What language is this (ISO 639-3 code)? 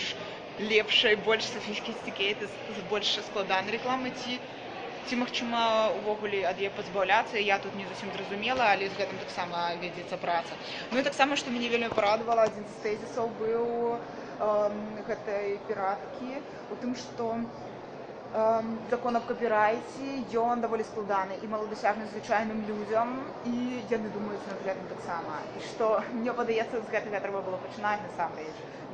bel